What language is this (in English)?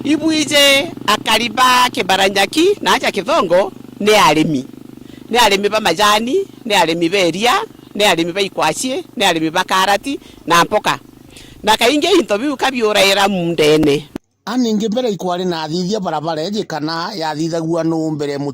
Meru